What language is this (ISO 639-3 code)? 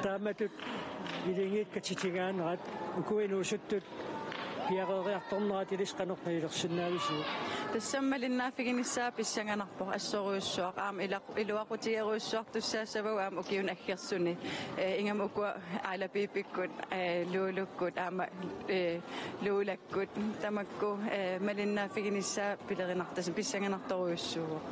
kal